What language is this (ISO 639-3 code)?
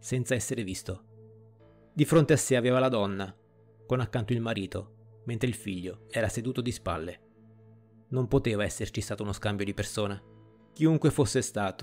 ita